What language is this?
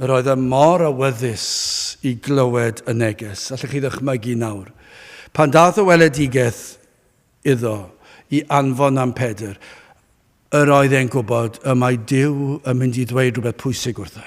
Welsh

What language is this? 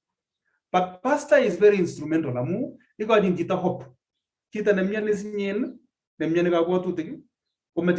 Kalenjin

